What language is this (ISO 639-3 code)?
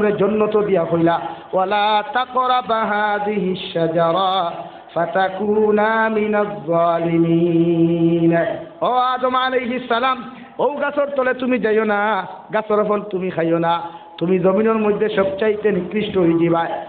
syl